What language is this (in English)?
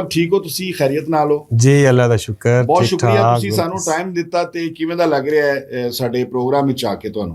Western Panjabi